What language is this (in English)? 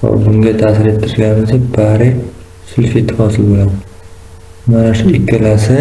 Uzbek